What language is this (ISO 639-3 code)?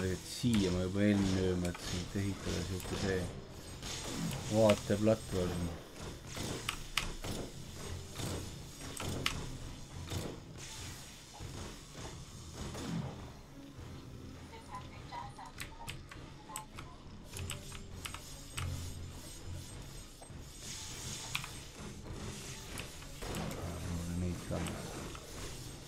est